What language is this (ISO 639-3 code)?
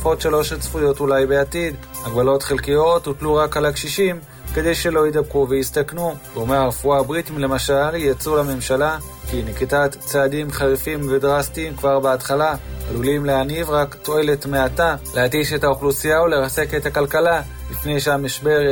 heb